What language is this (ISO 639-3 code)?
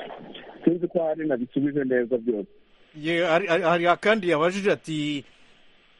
kin